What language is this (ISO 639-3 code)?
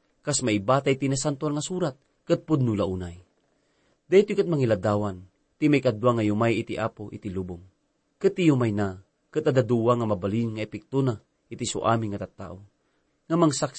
ilo